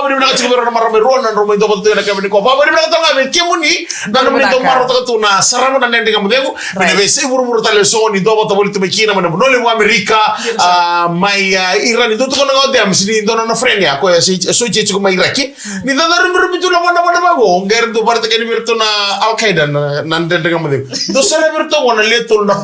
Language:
Fijian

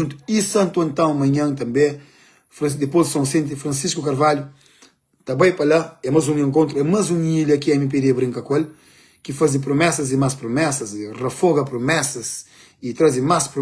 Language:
Kabuverdianu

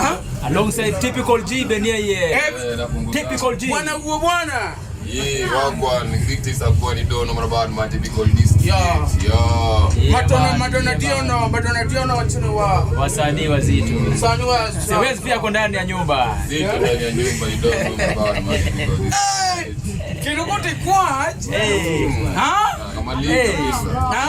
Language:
Luo (Kenya and Tanzania)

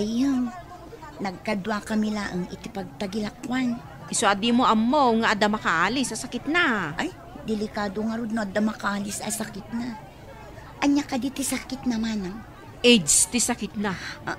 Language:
Iloko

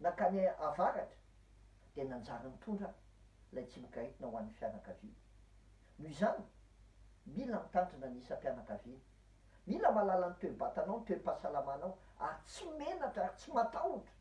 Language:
Malagasy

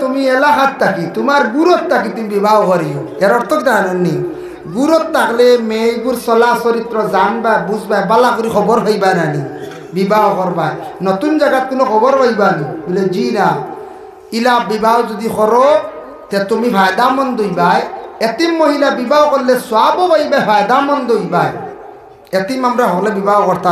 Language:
Sylheti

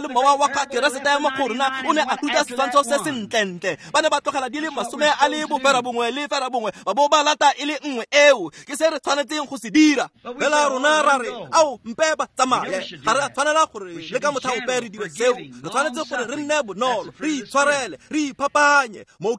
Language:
Tswana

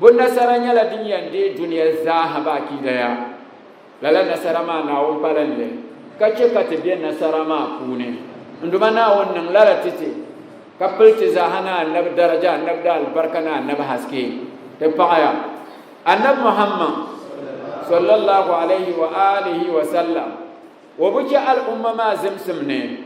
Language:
Dagbani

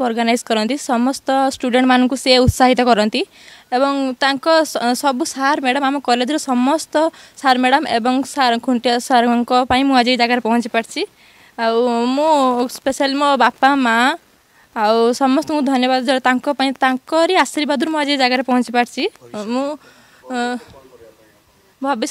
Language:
Odia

